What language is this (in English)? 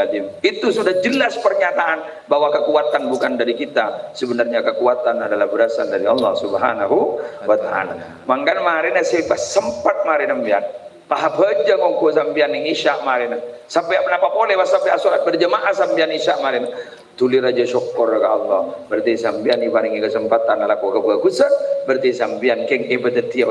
Madurese